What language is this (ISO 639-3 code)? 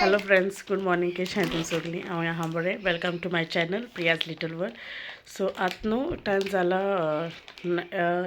kok